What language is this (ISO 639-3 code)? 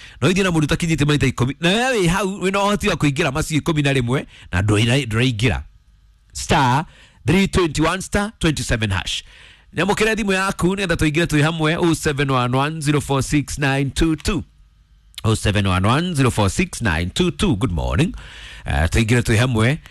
kik